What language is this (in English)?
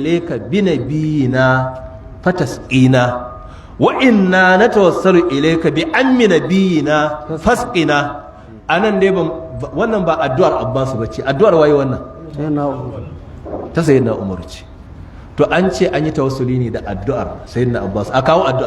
Hausa